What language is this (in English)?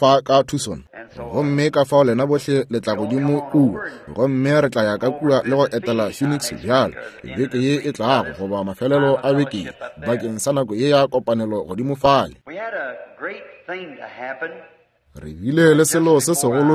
Northern Sotho